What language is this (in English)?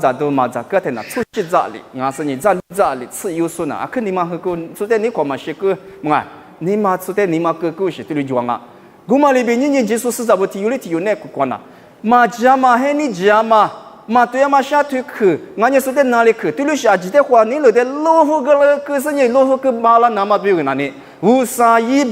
Lisu